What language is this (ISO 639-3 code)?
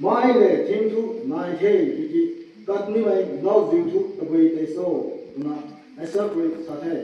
nbu